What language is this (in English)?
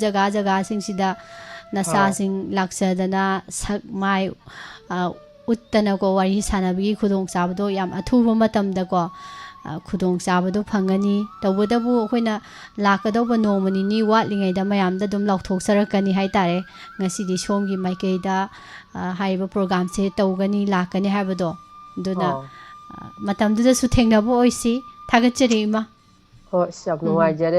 Manipuri